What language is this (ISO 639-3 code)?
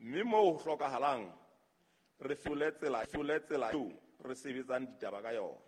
sot